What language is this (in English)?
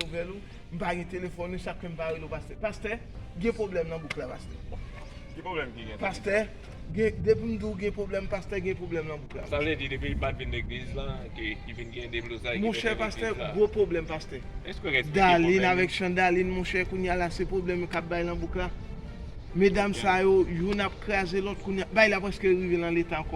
Haitian Creole